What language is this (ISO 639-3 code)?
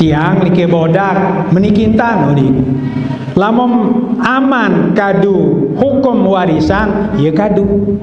sas